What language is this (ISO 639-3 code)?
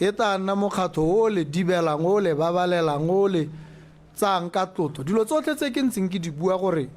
tsn